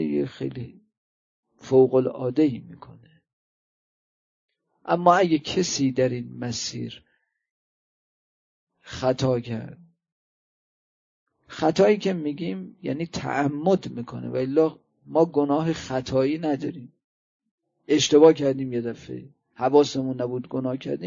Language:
Persian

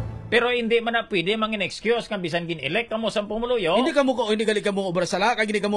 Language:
Hiligaynon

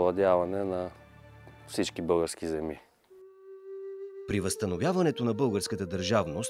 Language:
Bulgarian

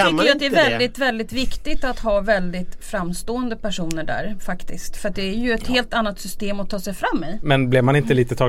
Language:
Swedish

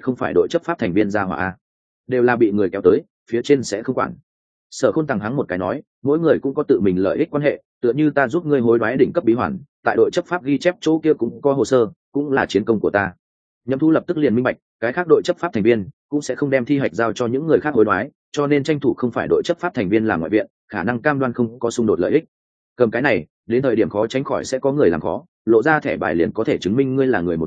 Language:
Vietnamese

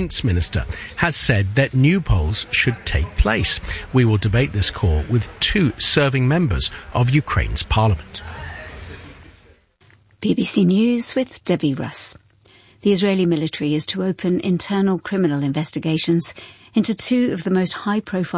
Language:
English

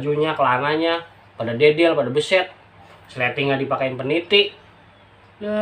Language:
Betawi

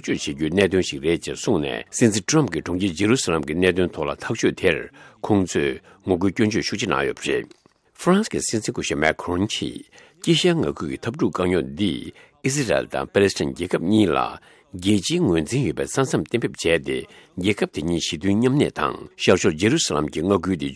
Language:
Tibetan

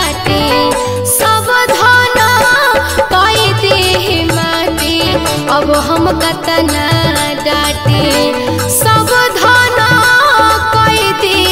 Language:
Bhojpuri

